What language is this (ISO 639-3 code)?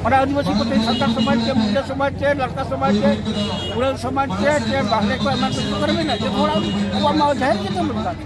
sat